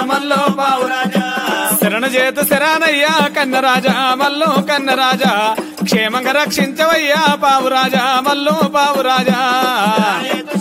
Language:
Telugu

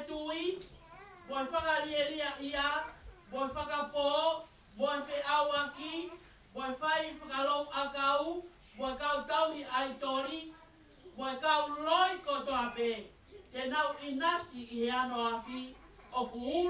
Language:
Tongan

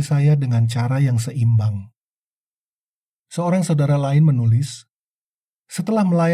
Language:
Indonesian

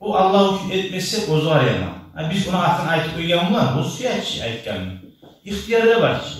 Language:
Kumyk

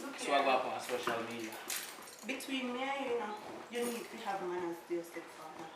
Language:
Jamaican Creole English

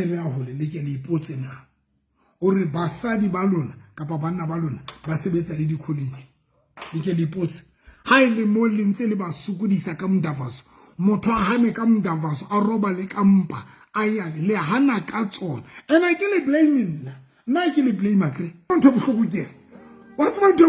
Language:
Southern Sotho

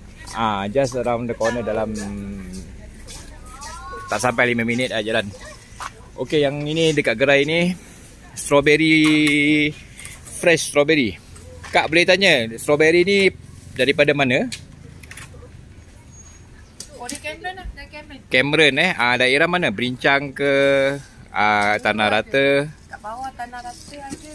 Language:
Malay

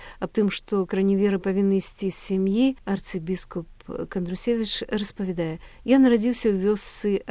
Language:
Belarusian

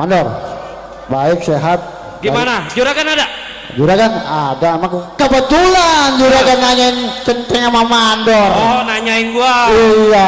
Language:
Betawi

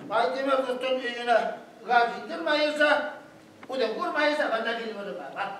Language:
Bashkir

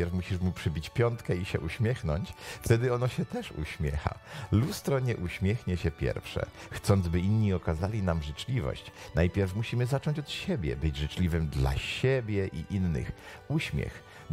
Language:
Polish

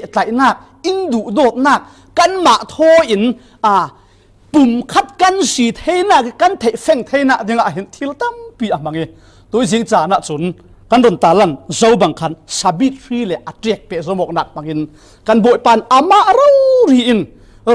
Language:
Falam Chin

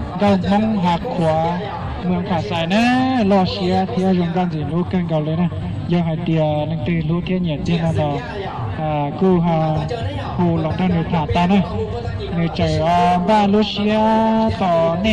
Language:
Hmong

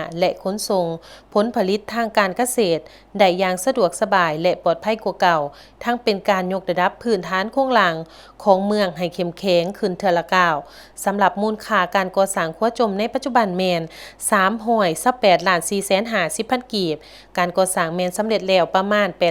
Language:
Lao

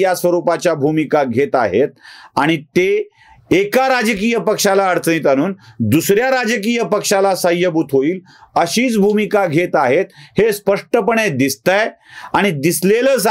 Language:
Marathi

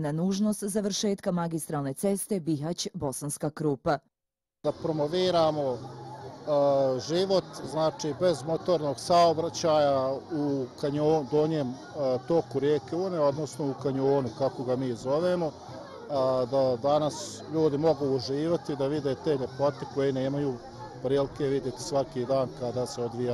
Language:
Bosnian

